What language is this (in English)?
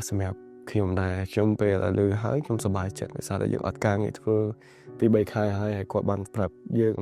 Khmer